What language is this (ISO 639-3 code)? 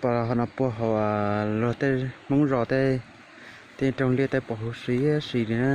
hmn